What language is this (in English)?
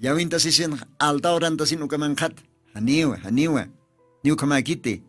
Aymara